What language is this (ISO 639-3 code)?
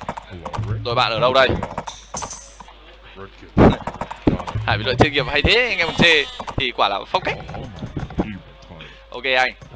vie